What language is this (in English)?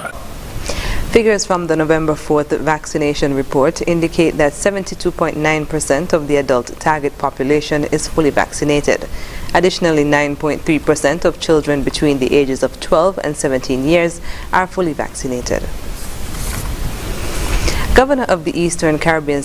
English